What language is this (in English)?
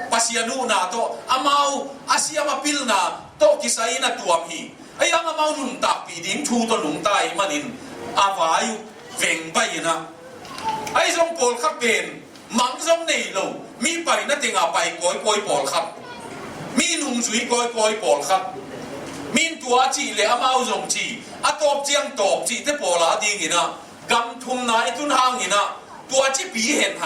Tedim Chin